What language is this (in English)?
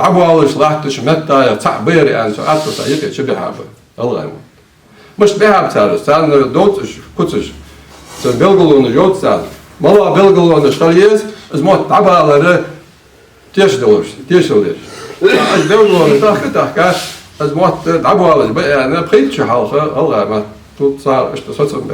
Ingush